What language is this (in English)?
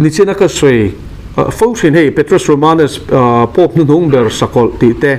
Mizo